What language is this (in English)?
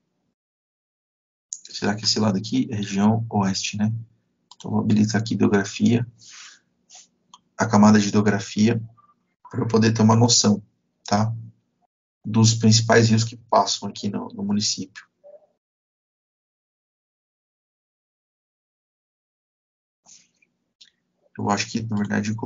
Portuguese